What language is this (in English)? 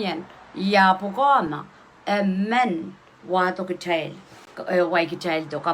Pohnpeian